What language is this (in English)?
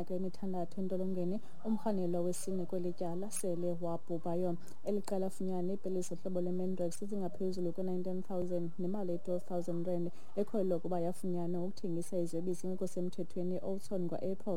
Xhosa